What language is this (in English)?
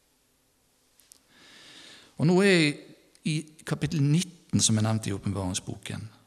Norwegian